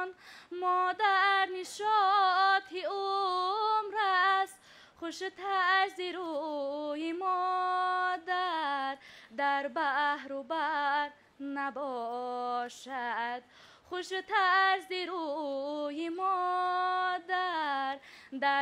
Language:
Tajik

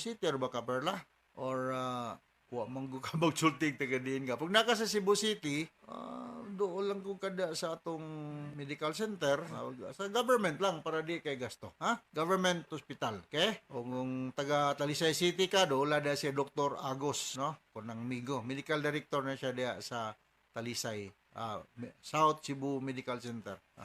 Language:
Cebuano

